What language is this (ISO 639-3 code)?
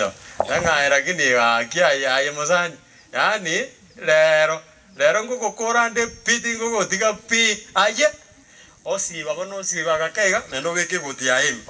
guz